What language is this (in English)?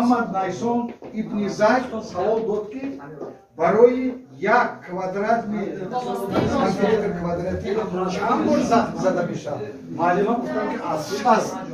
Tajik